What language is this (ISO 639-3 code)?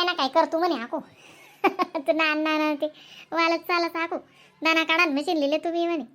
khn